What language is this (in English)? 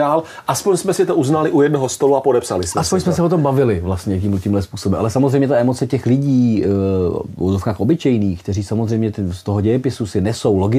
Czech